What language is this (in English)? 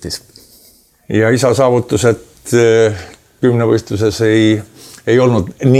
Estonian